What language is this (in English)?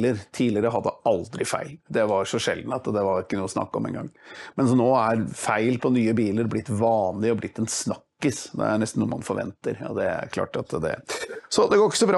Norwegian